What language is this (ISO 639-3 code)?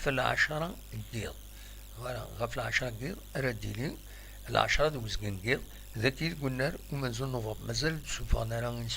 kab